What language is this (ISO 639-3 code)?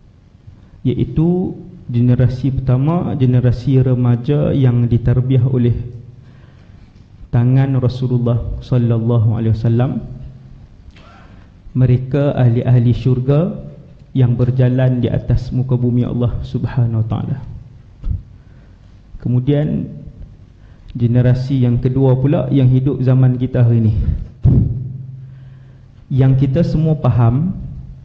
msa